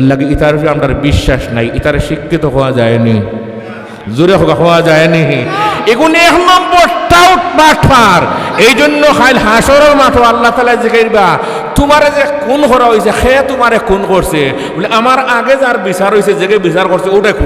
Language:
Sylheti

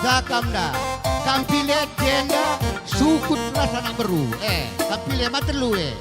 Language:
Batak Karo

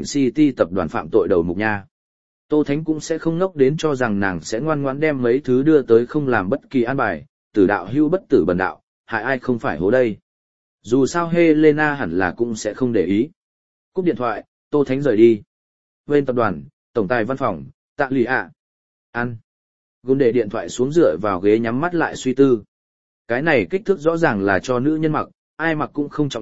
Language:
Vietnamese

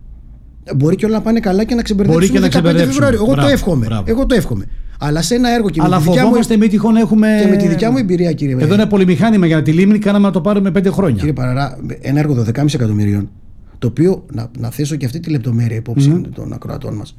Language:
Greek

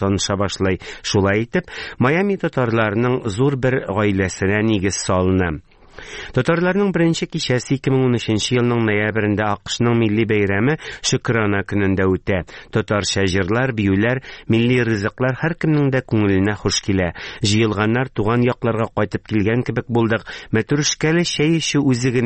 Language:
Tatar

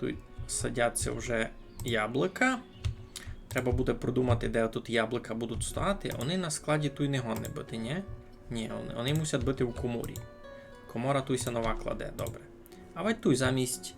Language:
Rusyn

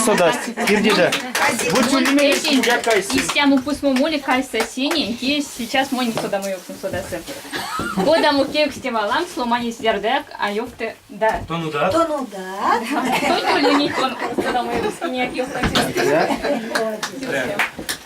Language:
Erzya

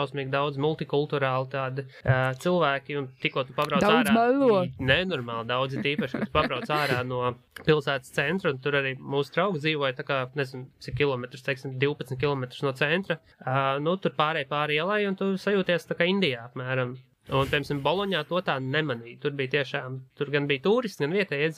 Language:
Latvian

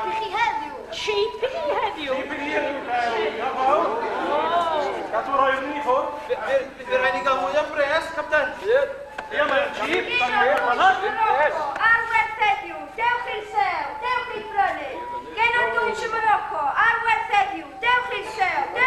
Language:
Welsh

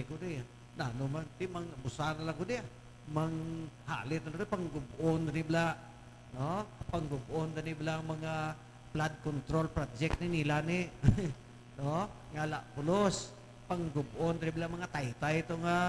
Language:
Hiligaynon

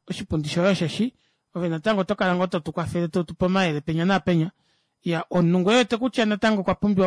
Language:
Kuanyama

